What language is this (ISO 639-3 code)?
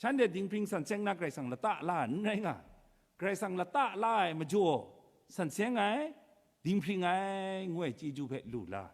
kac